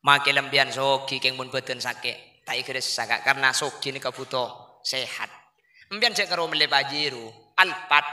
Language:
Madurese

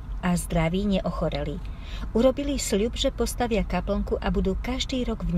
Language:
Slovak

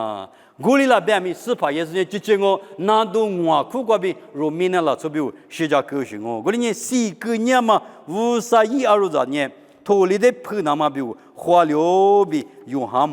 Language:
Lisu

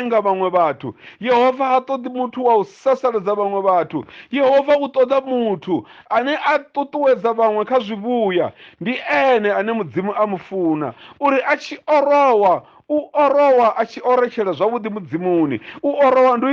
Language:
Venda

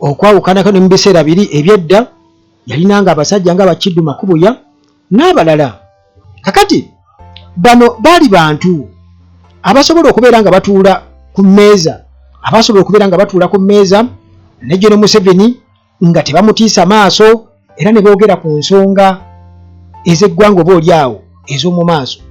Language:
Ganda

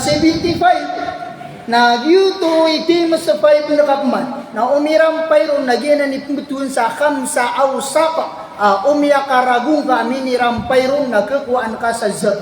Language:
Maranao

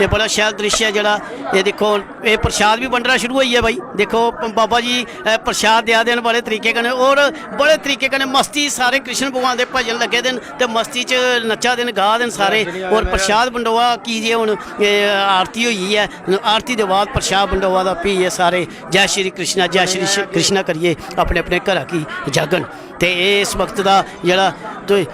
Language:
Dogri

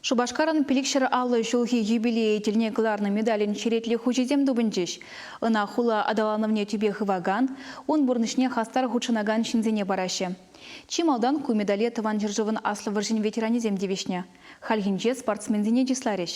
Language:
Chuvash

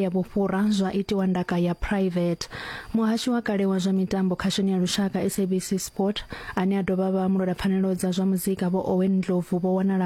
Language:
Venda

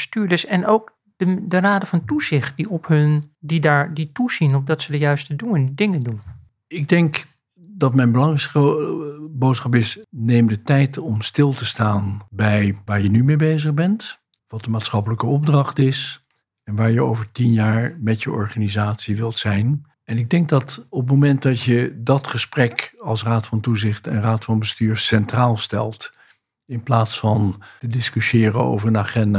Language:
Dutch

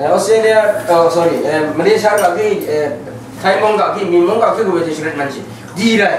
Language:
Rawang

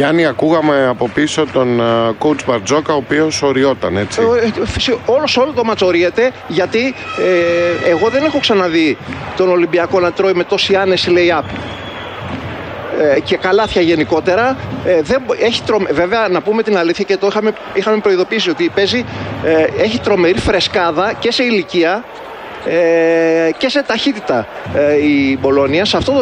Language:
Greek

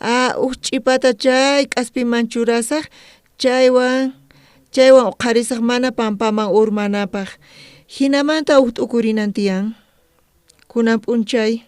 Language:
South Bolivian Quechua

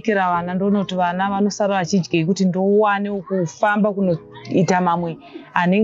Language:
Shona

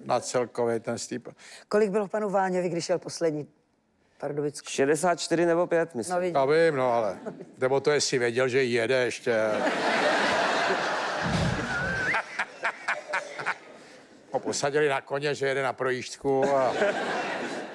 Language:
Czech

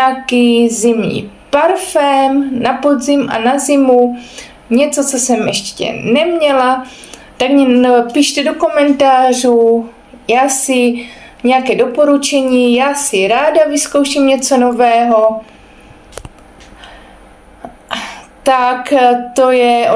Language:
Czech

